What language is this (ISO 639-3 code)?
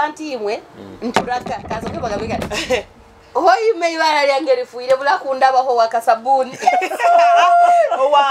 nyo